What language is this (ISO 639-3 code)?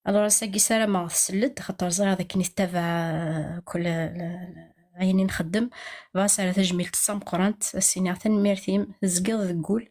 kab